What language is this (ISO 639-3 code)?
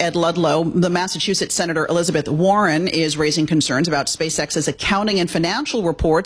eng